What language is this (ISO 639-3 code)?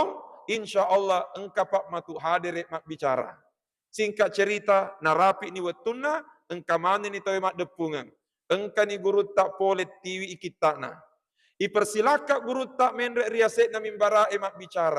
bug